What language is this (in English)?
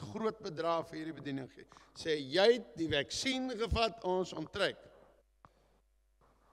Afrikaans